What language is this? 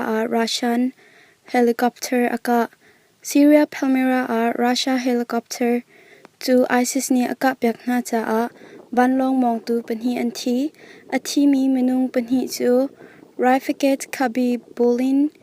Hakha Chin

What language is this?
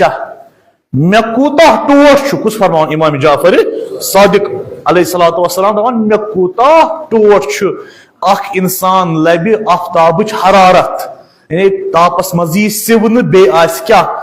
Kashmiri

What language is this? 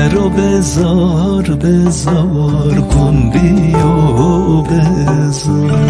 Zaza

